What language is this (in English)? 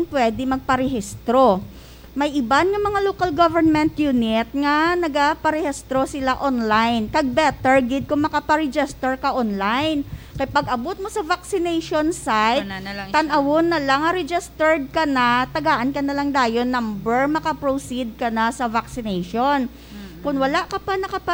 Hiligaynon